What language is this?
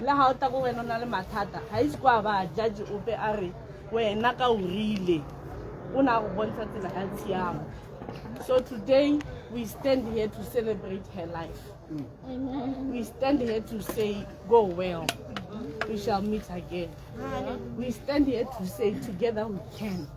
Tswana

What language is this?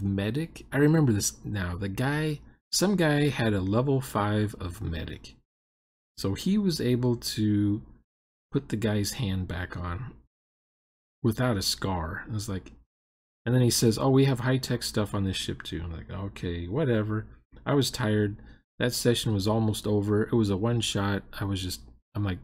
English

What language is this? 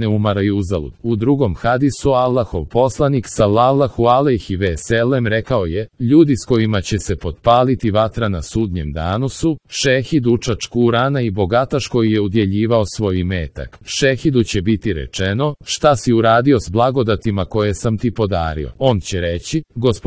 Croatian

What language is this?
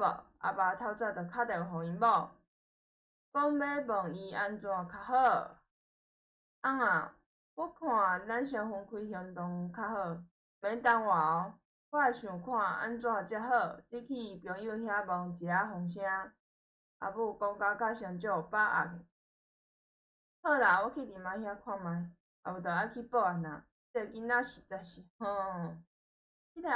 Min Nan Chinese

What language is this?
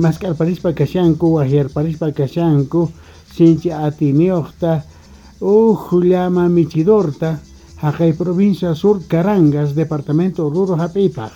Quechua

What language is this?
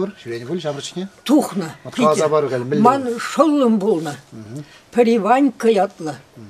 Chuvash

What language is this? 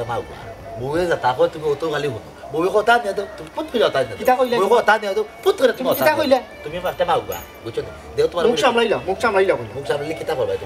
Sylheti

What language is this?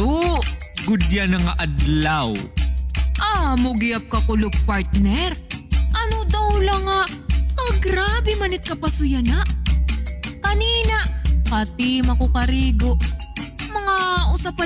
Waray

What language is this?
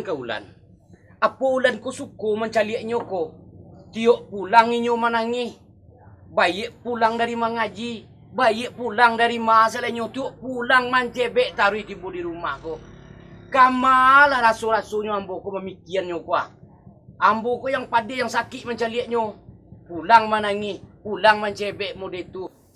Minangkabau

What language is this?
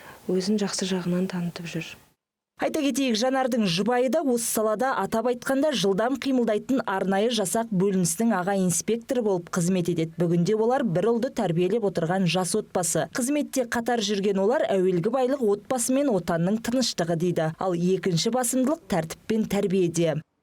Kazakh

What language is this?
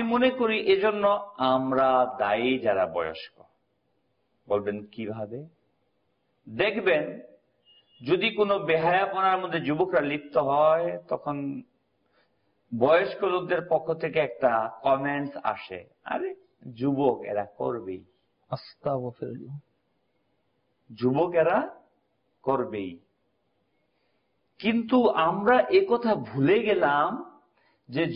Bangla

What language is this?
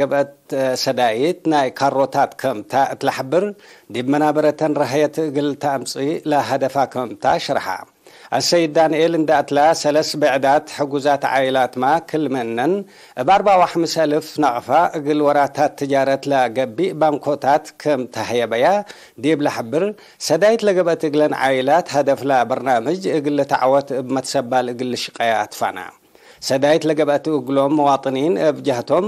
Tigre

